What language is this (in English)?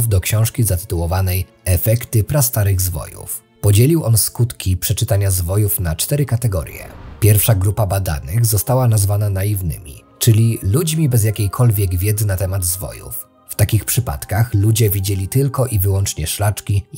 Polish